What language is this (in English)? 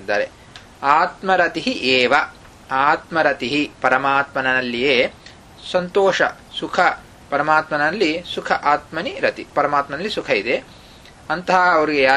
Kannada